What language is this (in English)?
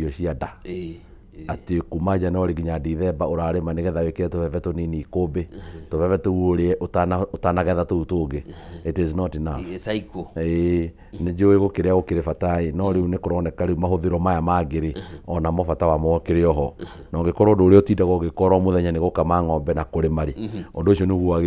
Kikuyu